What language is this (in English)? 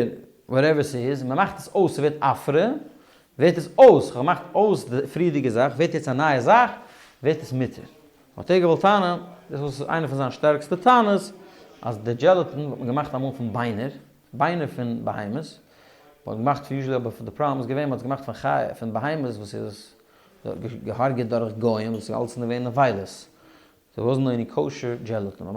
Yiddish